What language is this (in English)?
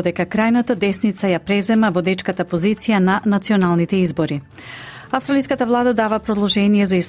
Macedonian